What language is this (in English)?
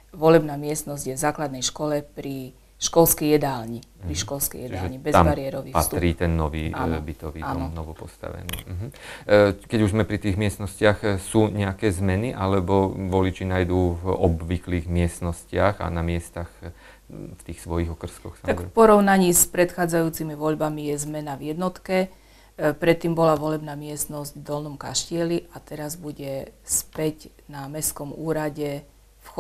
Slovak